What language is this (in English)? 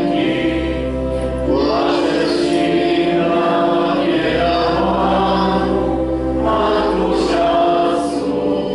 Polish